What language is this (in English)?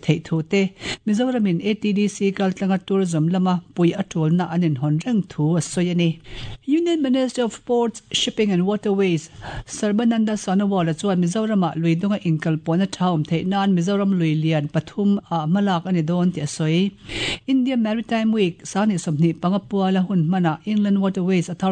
Mizo